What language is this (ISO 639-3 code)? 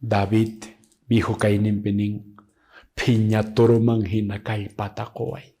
que